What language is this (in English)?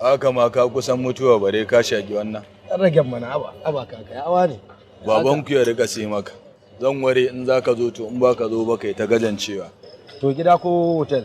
Hausa